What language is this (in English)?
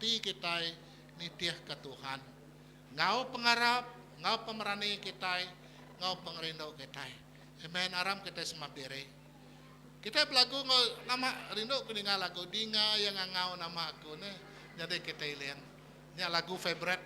Iban